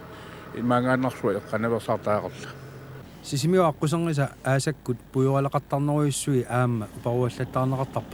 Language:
Kalaallisut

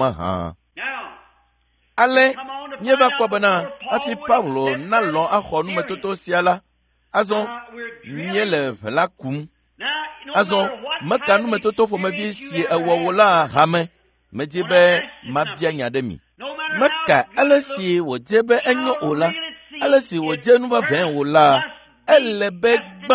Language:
Ewe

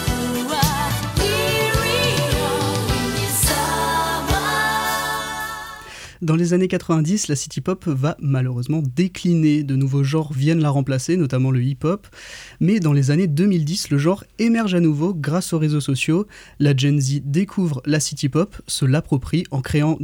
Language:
French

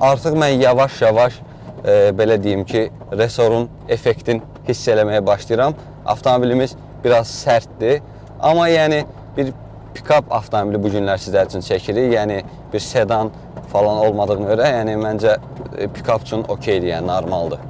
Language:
Azerbaijani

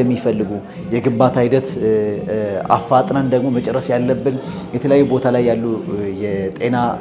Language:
Amharic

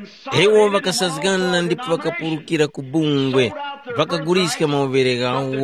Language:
Tumbuka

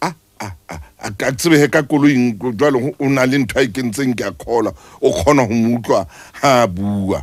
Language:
Southern Sotho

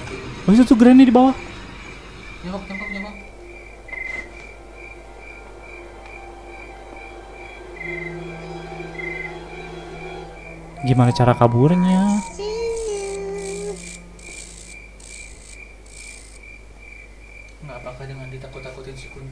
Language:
Indonesian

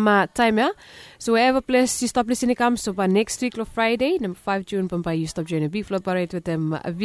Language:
Bislama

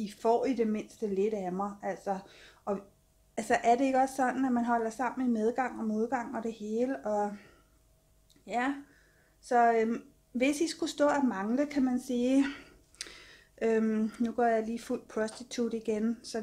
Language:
Danish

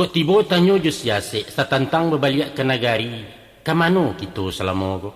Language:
Minangkabau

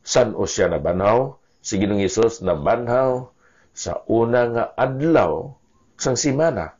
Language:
Hiligaynon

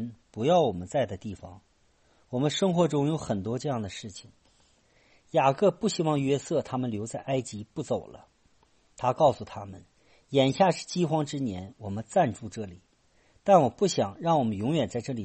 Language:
Chinese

